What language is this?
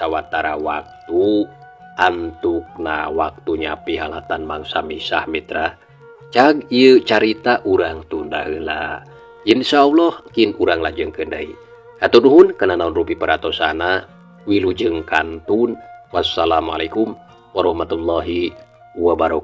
Sundanese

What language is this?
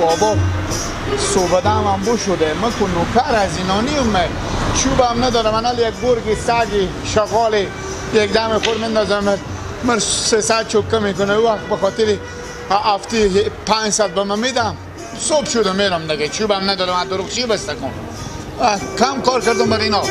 Persian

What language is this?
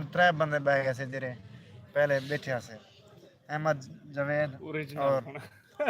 Saraiki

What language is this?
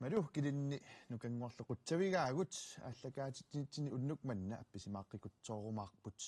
Kalaallisut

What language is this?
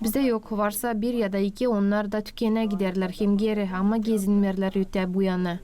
Gagauz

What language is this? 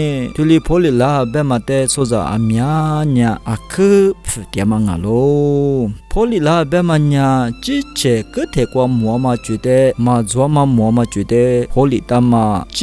Lisu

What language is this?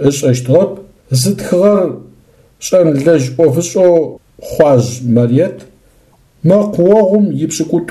Adyghe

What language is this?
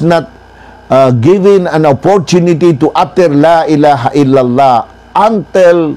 Maranao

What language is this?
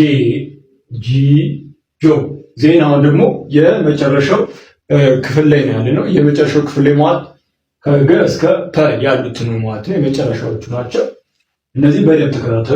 Amharic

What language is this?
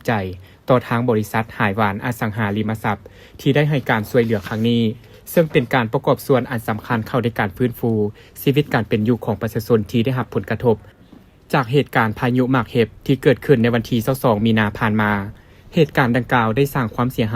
Lao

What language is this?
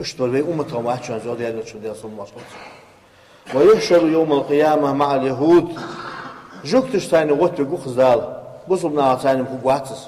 Ingush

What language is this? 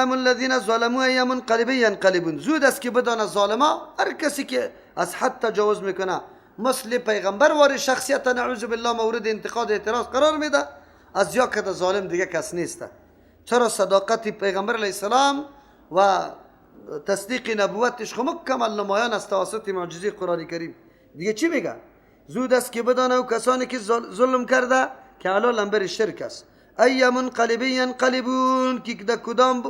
Persian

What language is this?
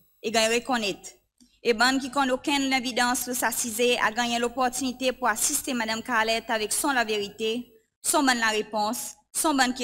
Seselwa Creole French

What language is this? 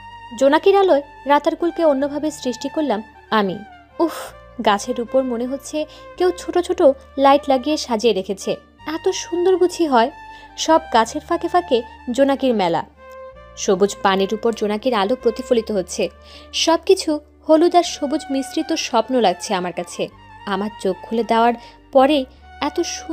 Bangla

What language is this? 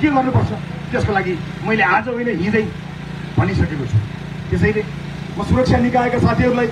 Nepali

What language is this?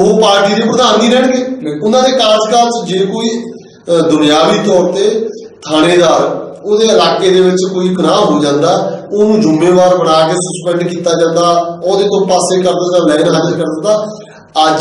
Punjabi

